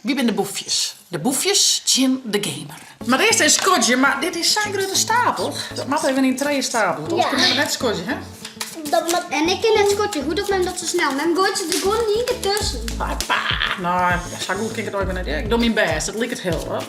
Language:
Western Frisian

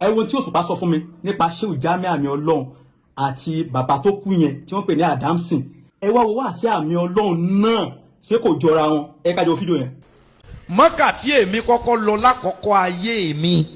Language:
Yoruba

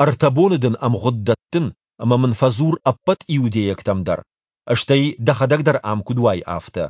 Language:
Ossetic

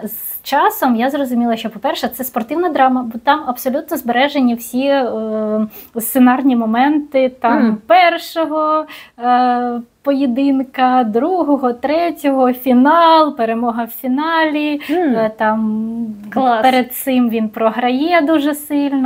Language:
Ukrainian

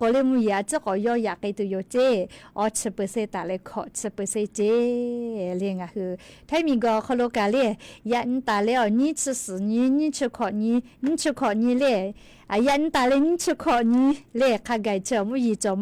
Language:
Lahu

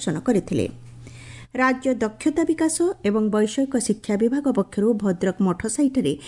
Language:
Odia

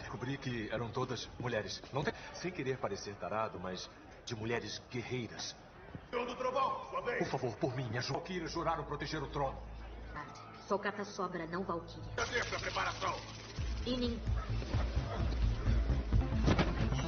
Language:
Portuguese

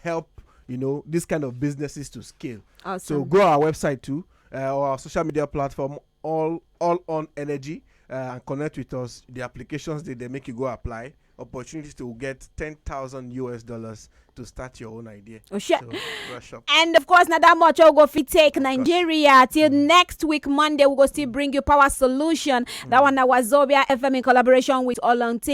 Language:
Nigerian Pidgin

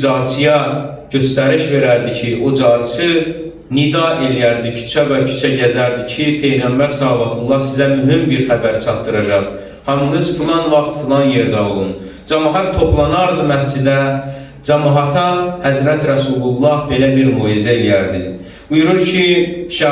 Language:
Azerbaijani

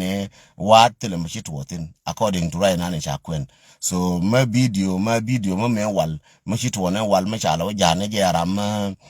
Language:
Nuer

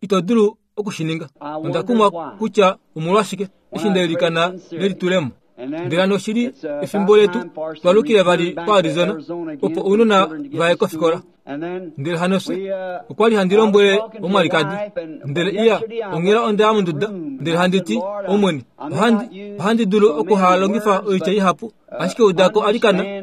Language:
Kuanyama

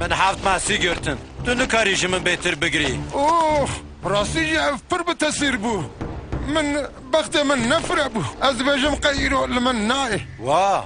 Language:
Kurdish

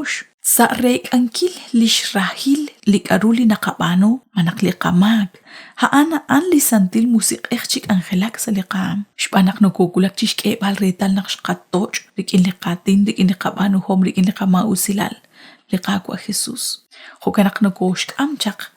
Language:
Kekchí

